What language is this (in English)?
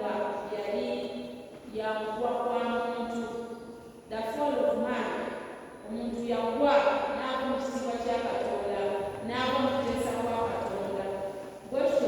Ganda